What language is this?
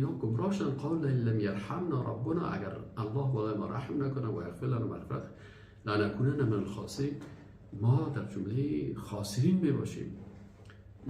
Persian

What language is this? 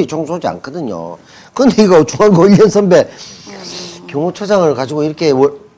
Korean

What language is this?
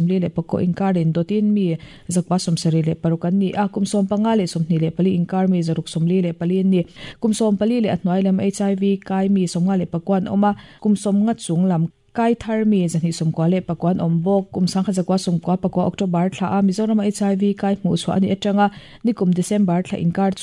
Mizo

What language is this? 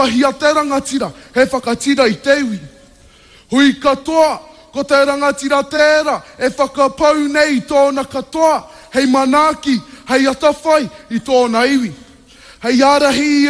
Māori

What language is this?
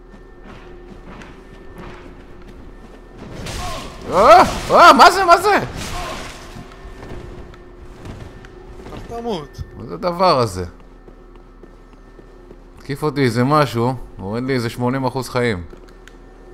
Hebrew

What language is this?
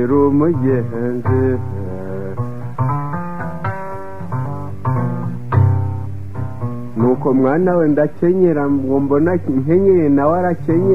Kinyarwanda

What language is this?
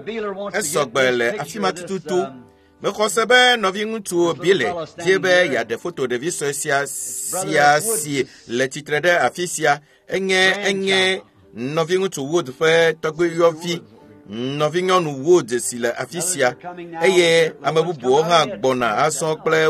Ewe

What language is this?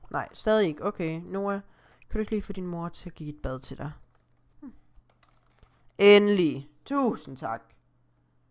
Danish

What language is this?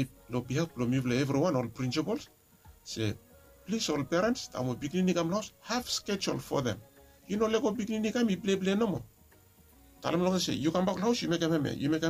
Bislama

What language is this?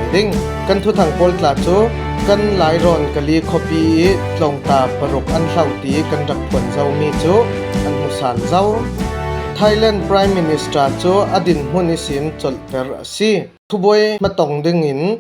Falam Chin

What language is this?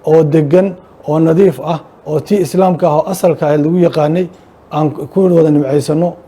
Somali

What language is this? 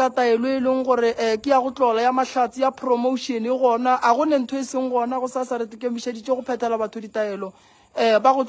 Northern Sotho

